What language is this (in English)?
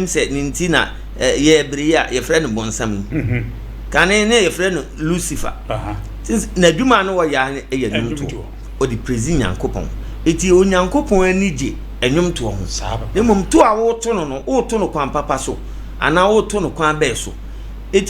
Akan